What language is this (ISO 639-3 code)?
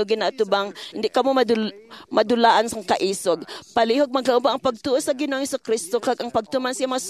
hil